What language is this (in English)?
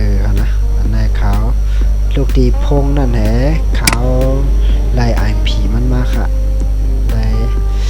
Shan